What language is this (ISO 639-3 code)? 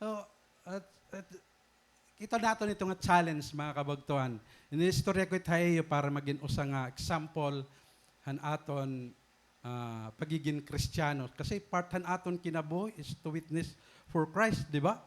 war